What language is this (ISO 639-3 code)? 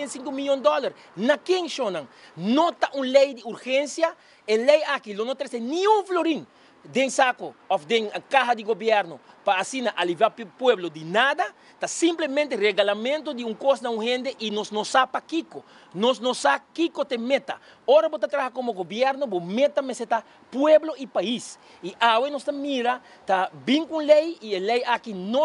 pap